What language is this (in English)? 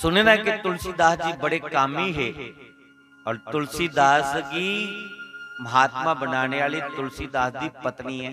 Dogri